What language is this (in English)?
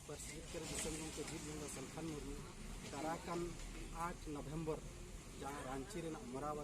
Santali